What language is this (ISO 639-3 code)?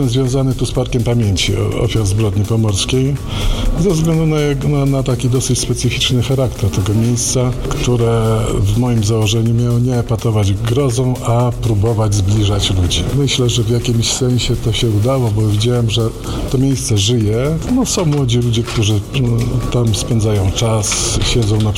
pol